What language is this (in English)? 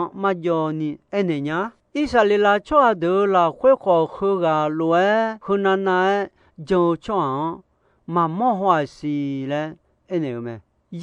Akha